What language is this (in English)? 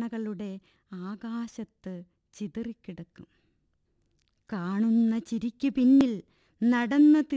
Malayalam